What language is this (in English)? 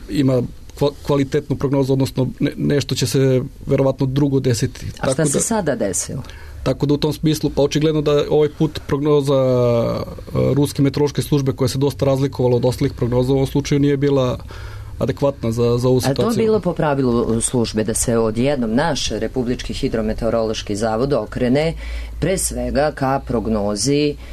Serbian